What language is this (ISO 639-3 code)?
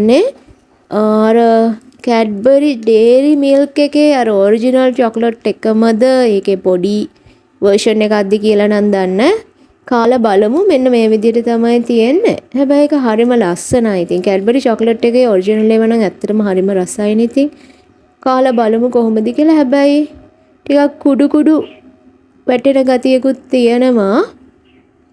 sin